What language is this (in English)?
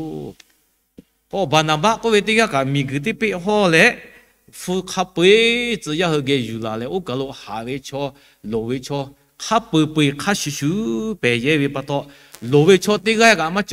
Lahu